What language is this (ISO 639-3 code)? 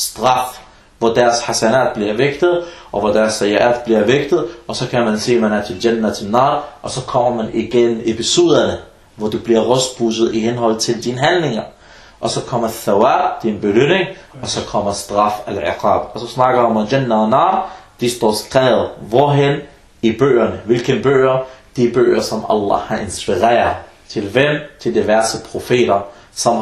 dan